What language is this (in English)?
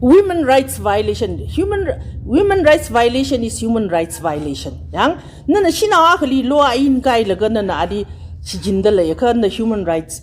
Tangkhul Naga (India)